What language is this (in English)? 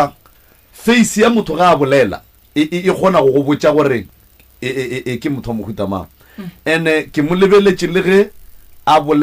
Northern Sotho